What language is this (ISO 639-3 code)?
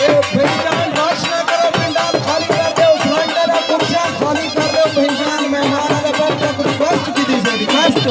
skr